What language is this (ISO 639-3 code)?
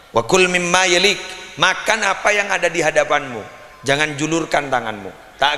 mad